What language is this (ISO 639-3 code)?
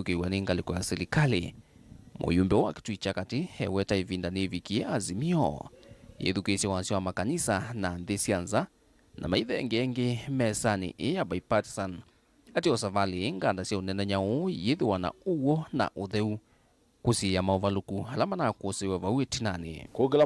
kam